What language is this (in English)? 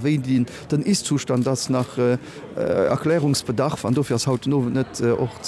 Luxembourgish